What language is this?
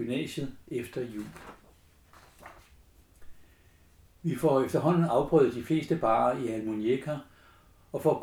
Danish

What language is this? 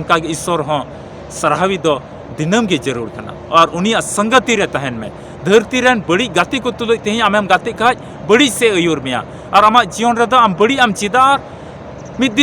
Santali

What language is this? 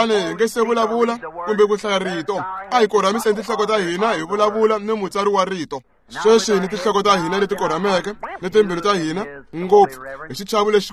Tsonga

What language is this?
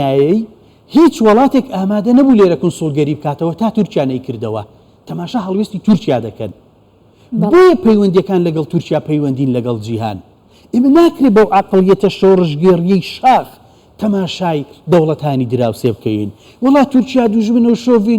Central Kurdish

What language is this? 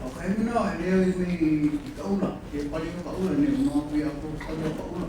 Hawaiian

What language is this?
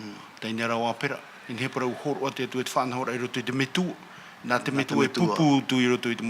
Tahitian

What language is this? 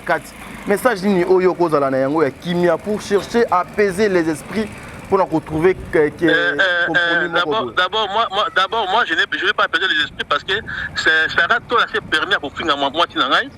Lingala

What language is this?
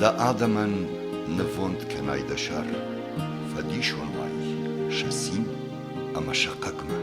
Ossetic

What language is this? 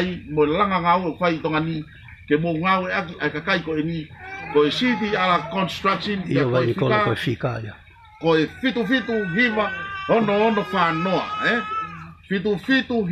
Tongan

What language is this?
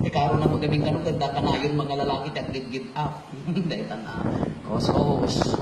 Iloko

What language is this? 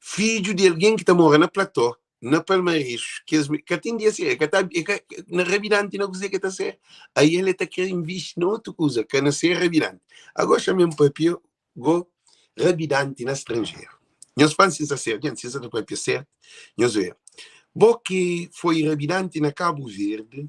Kabuverdianu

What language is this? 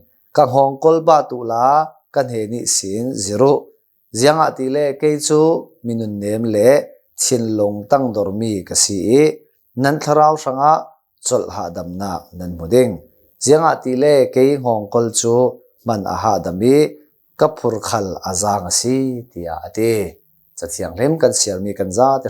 Hakha Chin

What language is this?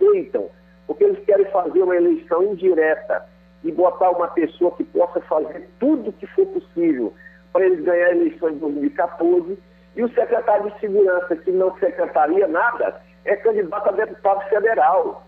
Portuguese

